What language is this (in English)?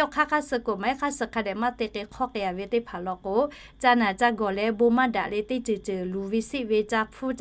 Lahu